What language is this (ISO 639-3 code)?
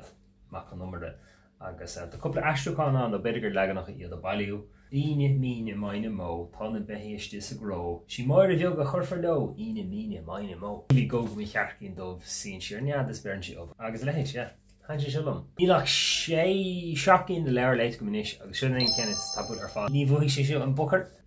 gle